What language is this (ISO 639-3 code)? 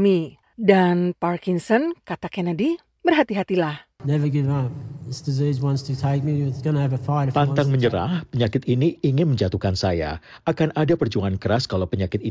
ind